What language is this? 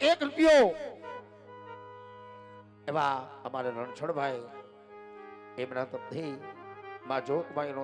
Gujarati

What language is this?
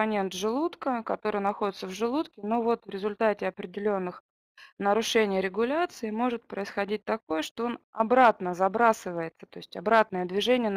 Russian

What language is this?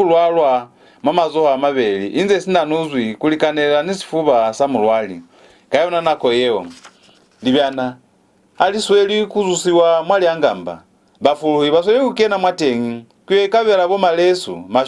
Lozi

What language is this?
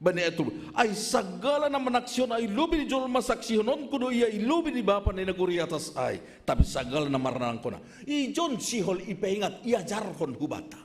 Batak Simalungun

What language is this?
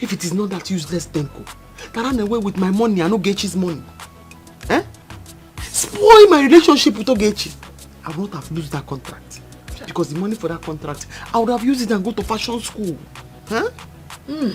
Nigerian Pidgin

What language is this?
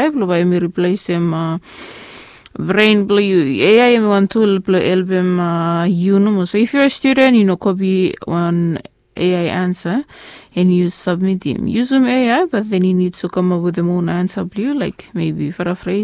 Bislama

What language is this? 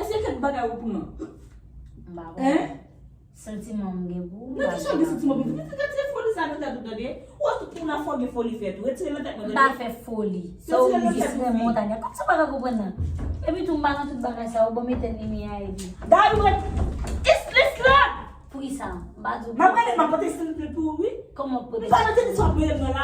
Haitian Creole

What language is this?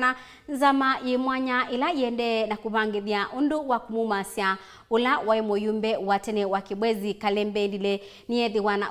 Kamba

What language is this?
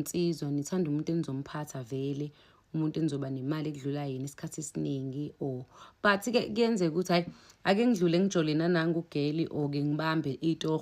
Zulu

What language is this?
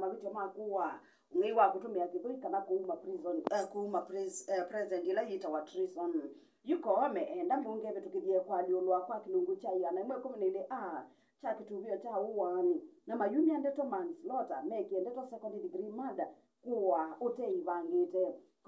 Kamba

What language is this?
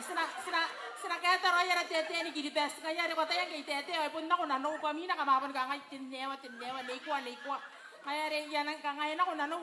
Gilbertese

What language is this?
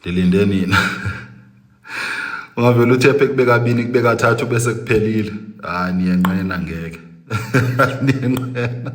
Zulu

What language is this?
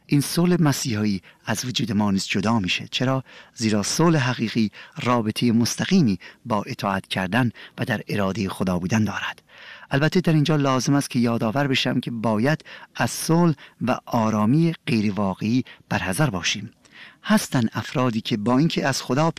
Persian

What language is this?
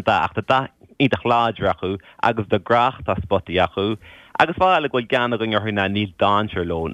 Irish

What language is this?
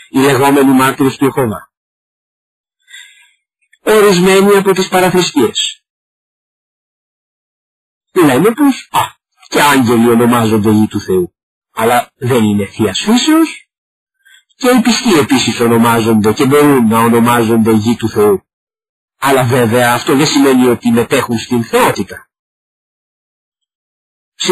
Greek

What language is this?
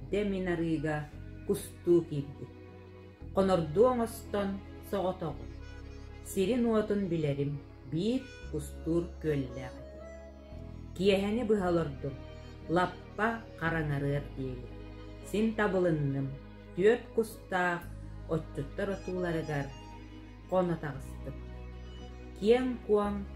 Yakut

